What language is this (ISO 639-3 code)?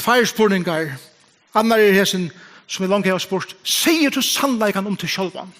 fao